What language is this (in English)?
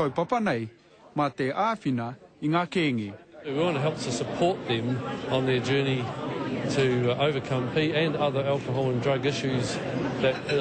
Māori